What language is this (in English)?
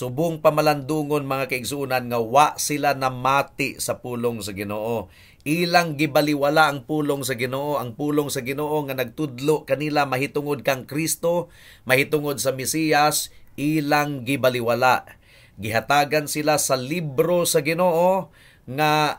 Cebuano